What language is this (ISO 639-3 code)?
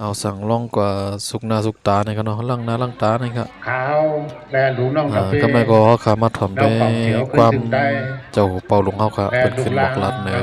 shn